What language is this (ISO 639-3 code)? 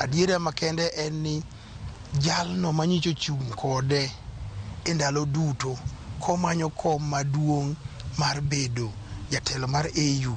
luo